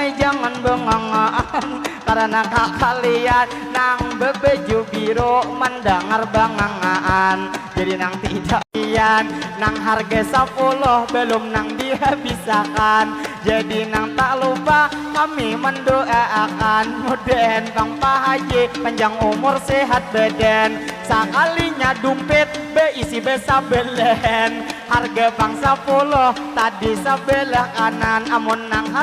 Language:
Banjar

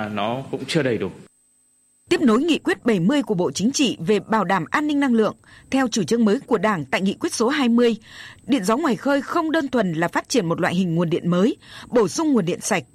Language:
Vietnamese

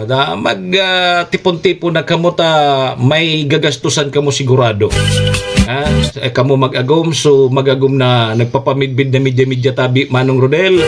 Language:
Bikol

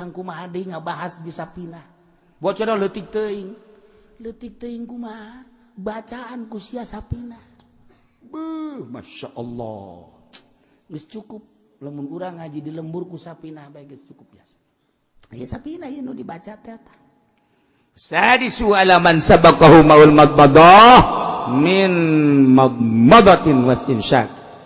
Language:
Sundanese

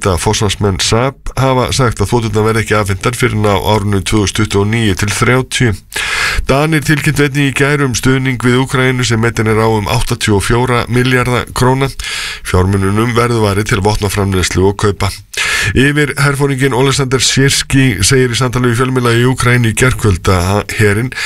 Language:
Icelandic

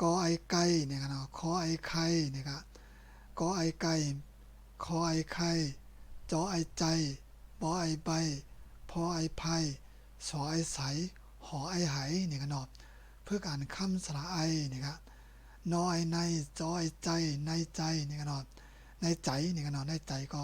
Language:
Shan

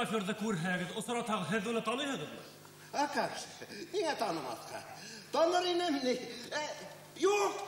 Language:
Bashkir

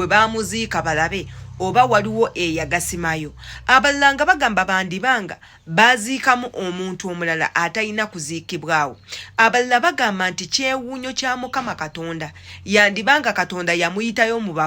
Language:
Ganda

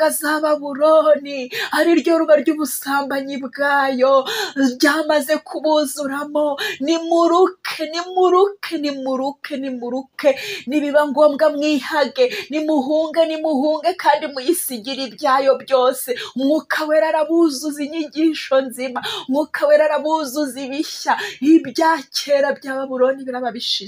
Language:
Kinyarwanda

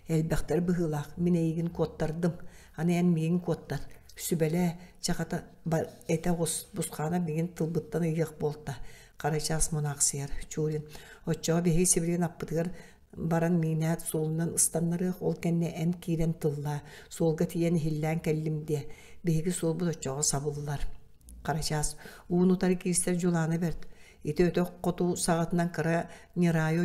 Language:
Yakut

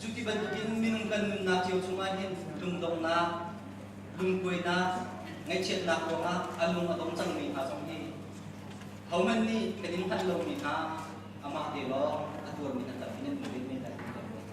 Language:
Hakha Chin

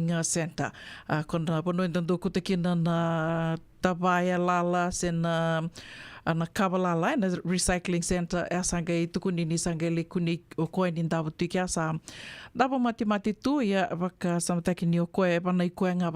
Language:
Fijian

